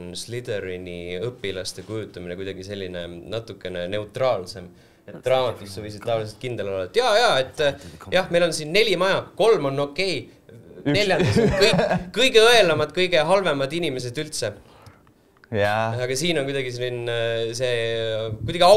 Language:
Estonian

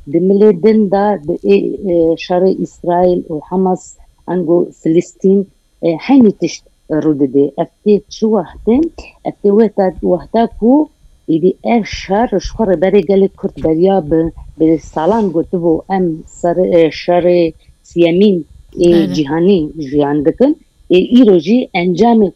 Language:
Kurdish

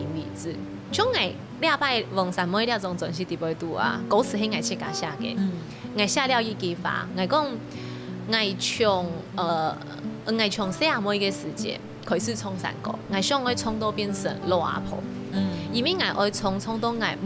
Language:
Hakka Chinese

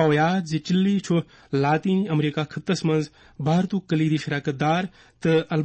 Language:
Kashmiri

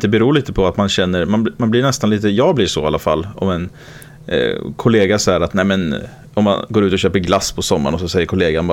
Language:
Swedish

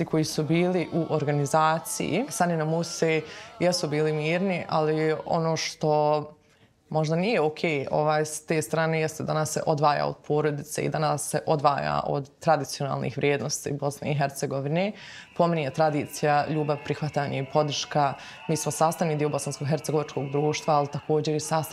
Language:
Bosnian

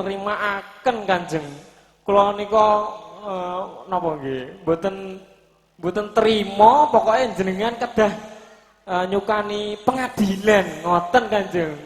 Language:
Javanese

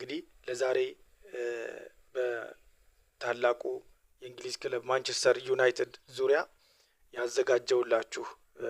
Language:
Amharic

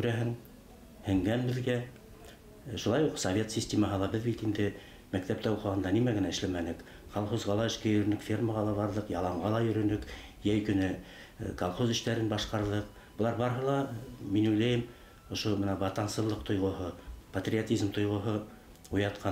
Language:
Bashkir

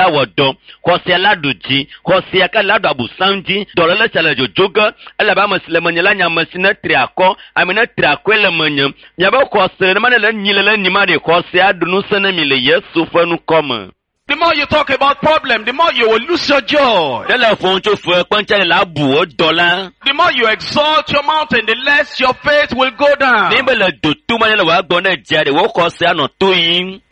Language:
Ewe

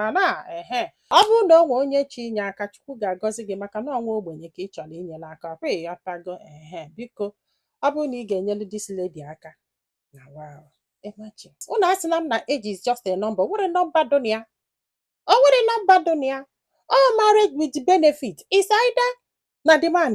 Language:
Igbo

